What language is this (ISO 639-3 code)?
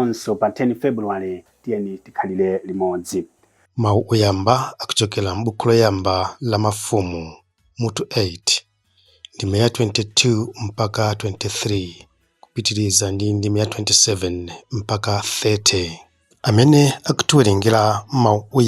nya